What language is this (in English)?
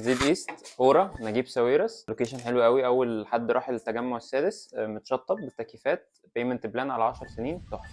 Egyptian Arabic